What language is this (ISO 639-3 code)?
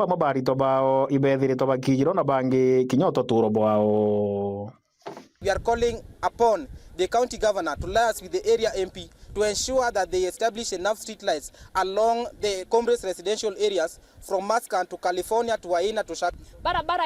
mer